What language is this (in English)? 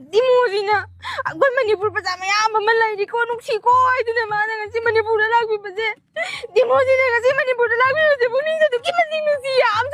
Manipuri